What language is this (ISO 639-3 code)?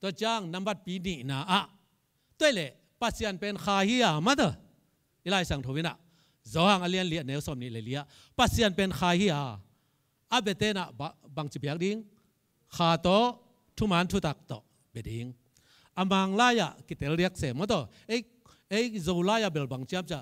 ctd